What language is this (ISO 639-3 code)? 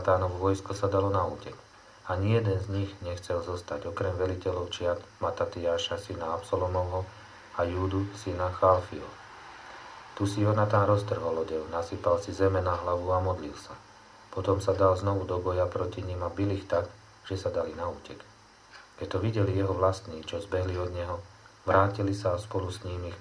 slk